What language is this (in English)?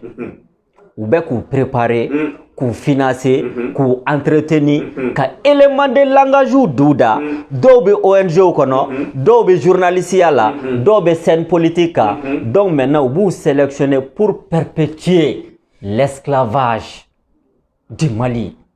Bambara